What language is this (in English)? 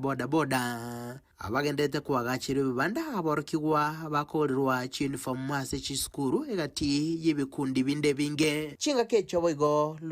Gusii